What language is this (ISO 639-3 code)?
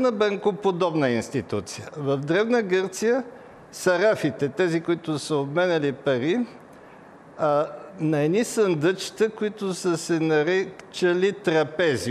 bul